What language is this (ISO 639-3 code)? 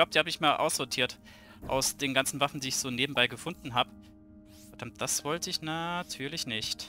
deu